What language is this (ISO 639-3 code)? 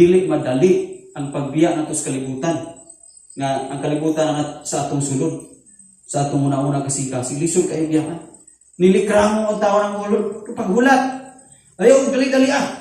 ceb